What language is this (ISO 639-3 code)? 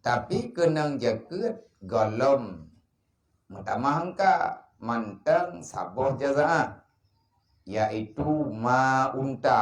ace